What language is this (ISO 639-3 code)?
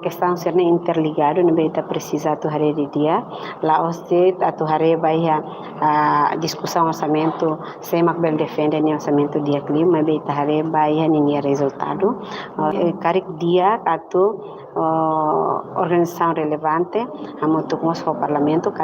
tet